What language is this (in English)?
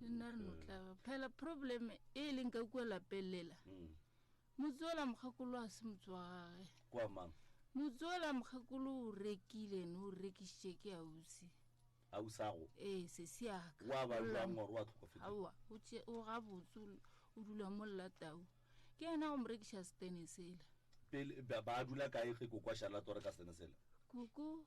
Northern Sotho